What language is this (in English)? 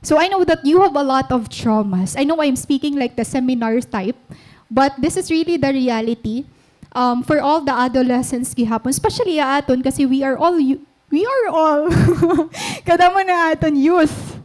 Waray